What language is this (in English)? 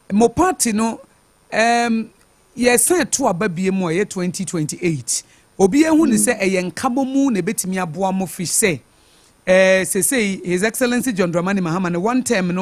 Akan